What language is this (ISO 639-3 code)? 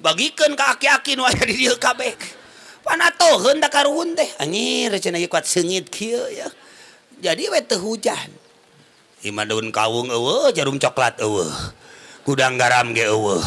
sun